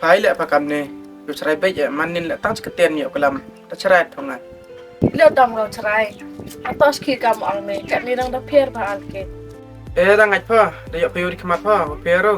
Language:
Khasi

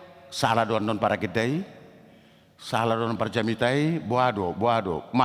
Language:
Batak Toba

